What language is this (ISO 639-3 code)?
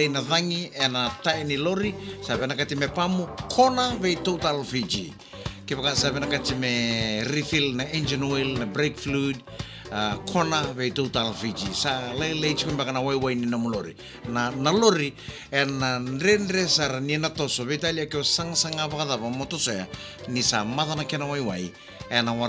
fij